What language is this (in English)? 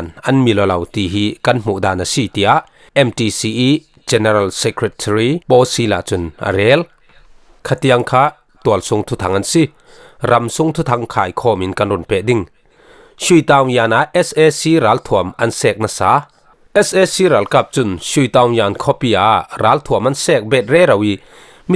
Falam Chin